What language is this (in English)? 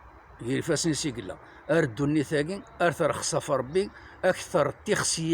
Kabyle